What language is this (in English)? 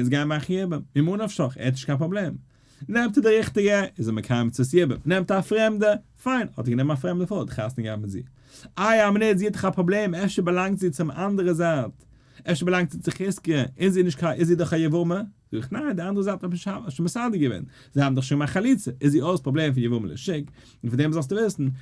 Yiddish